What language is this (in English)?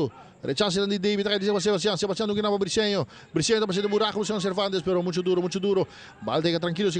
Papiamento